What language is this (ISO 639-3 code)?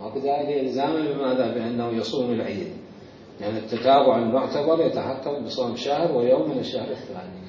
acm